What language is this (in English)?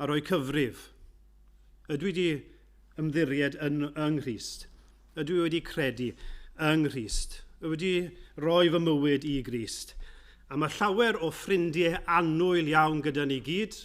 Welsh